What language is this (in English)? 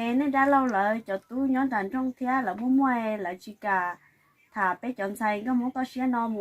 Hmong